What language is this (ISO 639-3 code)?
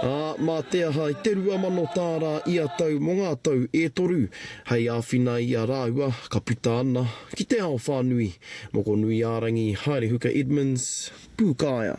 mri